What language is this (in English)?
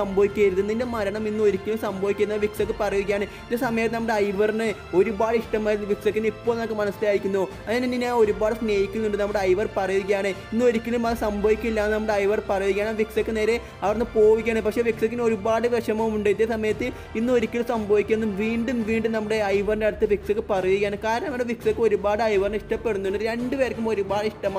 Malayalam